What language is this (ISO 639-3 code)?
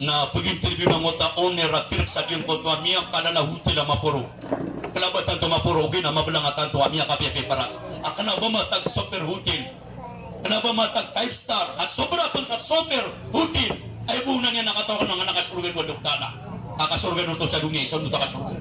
mrw